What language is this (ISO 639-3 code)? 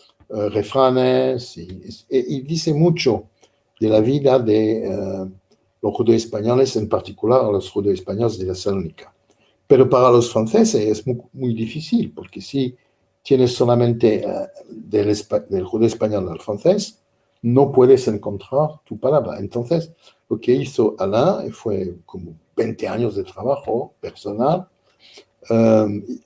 lad